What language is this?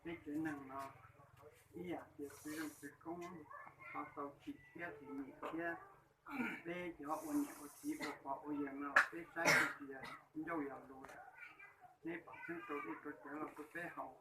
Hmong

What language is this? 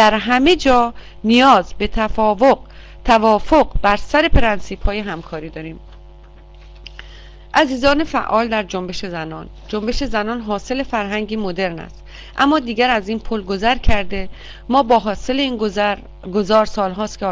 Persian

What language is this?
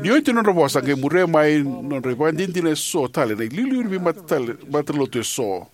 Fijian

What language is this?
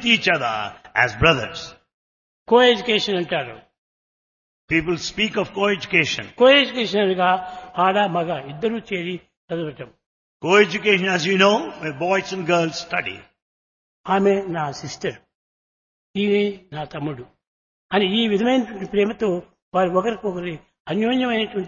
Telugu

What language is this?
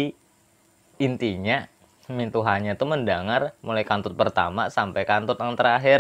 Banjar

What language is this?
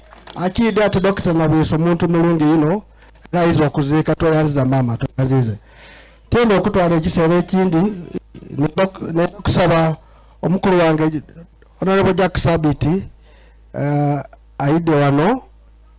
Soga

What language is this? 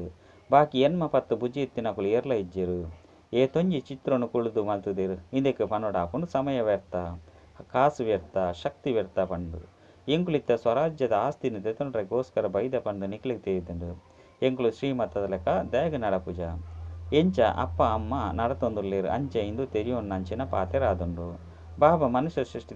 Tulu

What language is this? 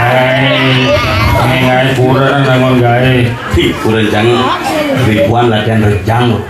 Balinese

